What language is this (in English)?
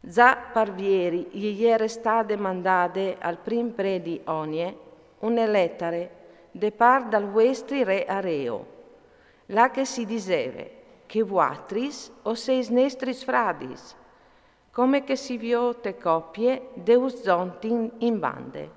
Friulian